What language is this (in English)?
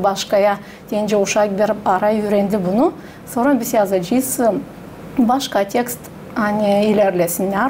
Gagauz